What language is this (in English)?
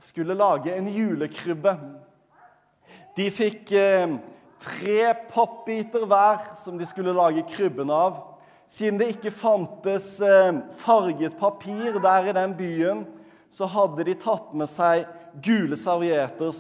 Norwegian